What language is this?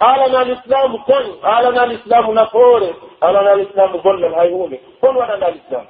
Pular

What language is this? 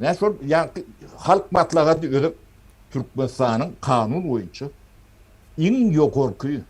Turkmen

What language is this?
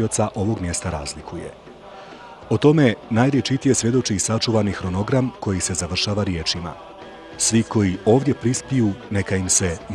Bosnian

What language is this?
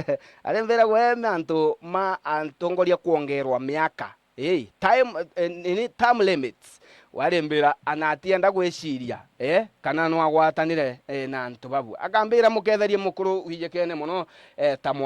Meru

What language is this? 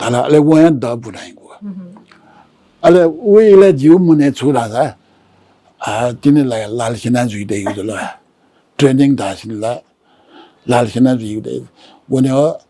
Newari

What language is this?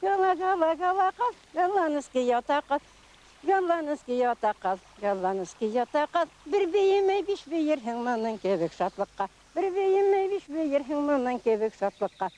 Bashkir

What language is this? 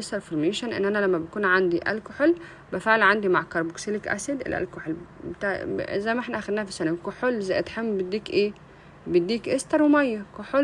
Egyptian Arabic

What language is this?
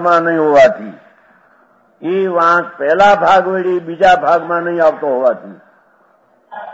Gujarati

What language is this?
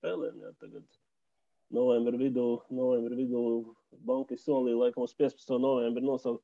Latvian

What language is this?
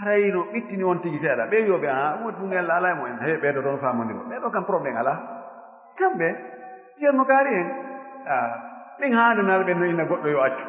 Fula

